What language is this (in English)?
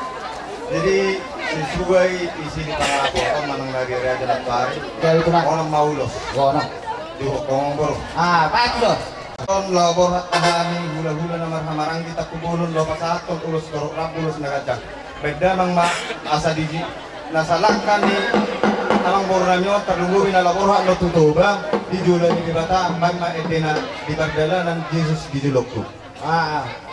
Batak Toba